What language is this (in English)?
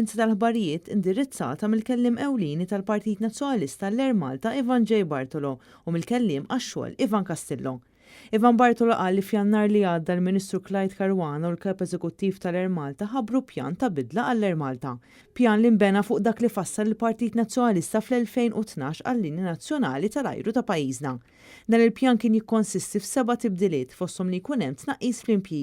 Maltese